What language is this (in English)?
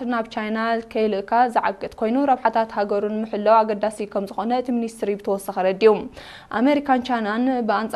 Tigrinya